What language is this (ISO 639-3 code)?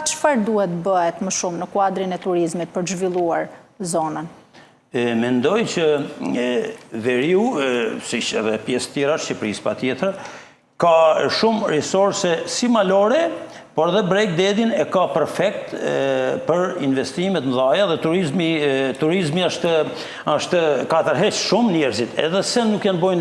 sqi